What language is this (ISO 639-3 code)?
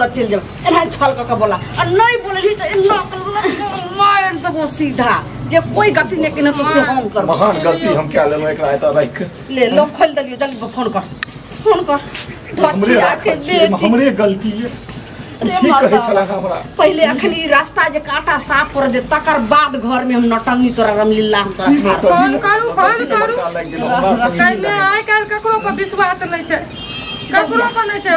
mai